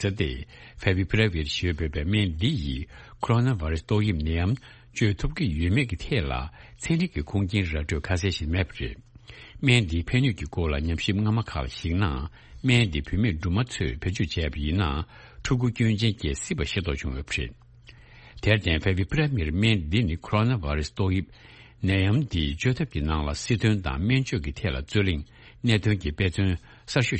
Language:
Tibetan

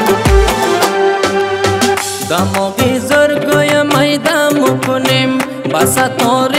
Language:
Persian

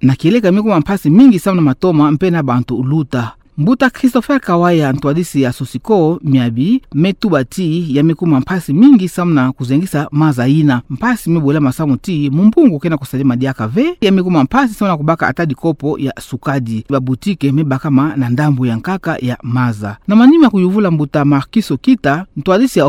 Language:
Kituba (Democratic Republic of Congo)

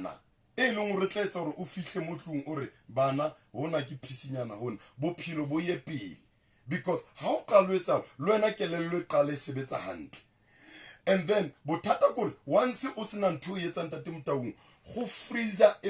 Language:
Southern Sotho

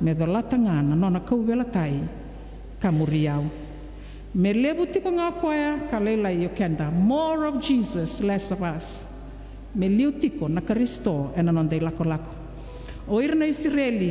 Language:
Fijian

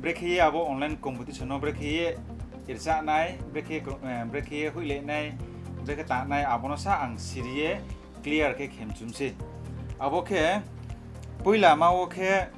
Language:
Riang (India)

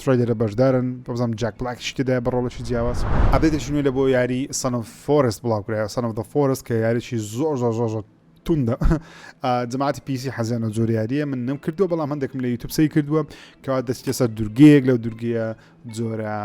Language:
Central Kurdish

